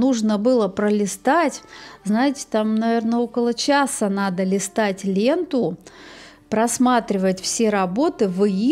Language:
Russian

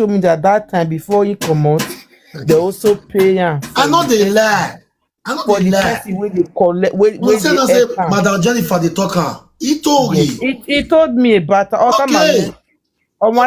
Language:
Nigerian Pidgin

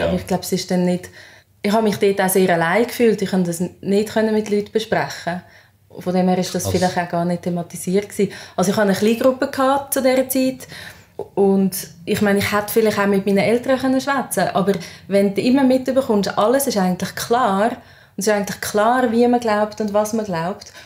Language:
Swiss German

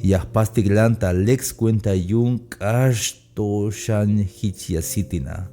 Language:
Tzeltal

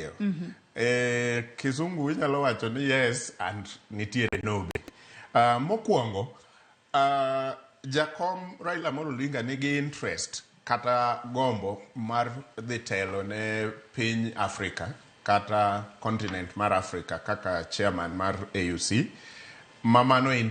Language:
Luo (Kenya and Tanzania)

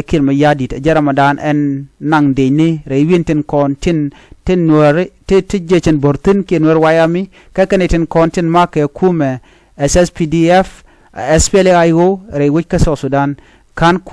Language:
Nuer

